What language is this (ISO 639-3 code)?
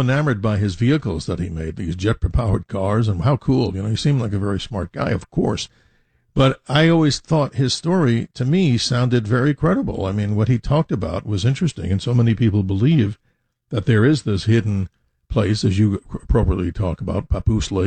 eng